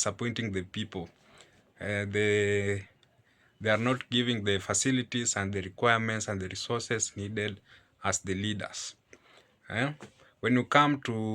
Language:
Jamaican Creole English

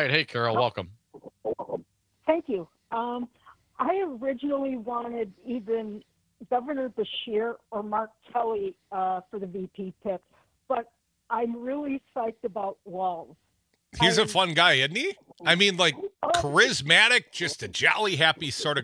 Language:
English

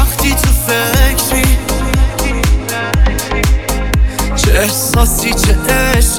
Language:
Persian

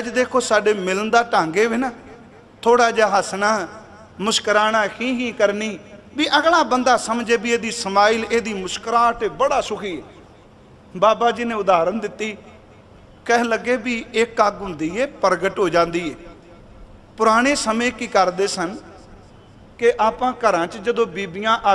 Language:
Punjabi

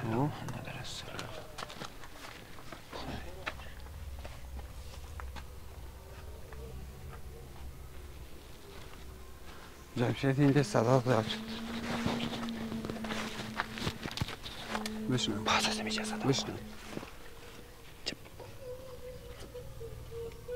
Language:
Persian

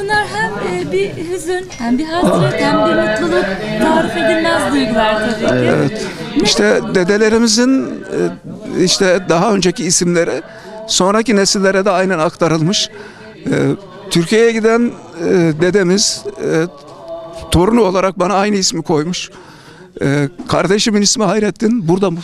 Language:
Turkish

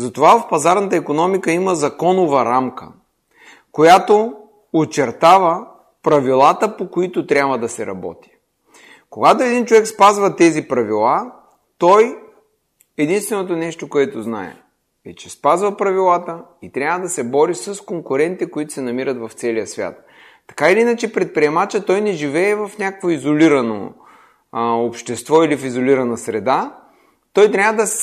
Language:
Bulgarian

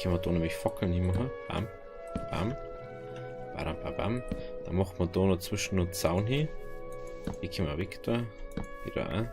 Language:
Bavarian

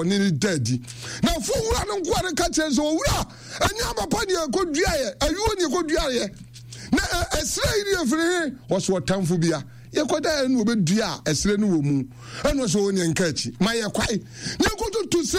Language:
Akan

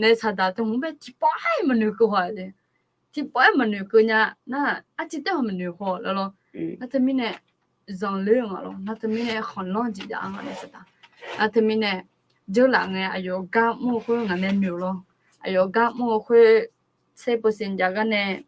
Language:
Akha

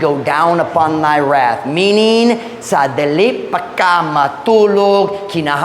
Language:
Cebuano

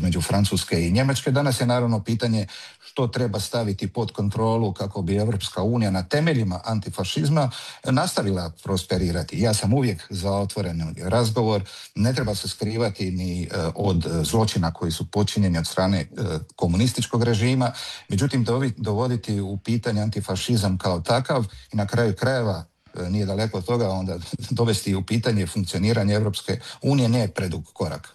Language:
Croatian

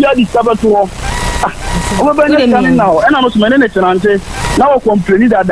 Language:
Akan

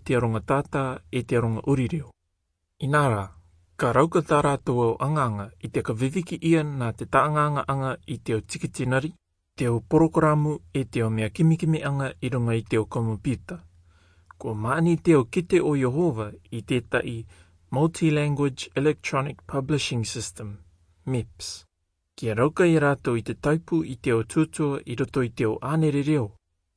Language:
Rarotongan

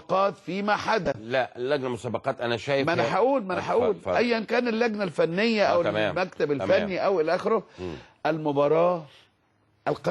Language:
Egyptian Arabic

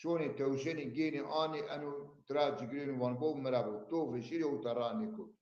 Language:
Zaza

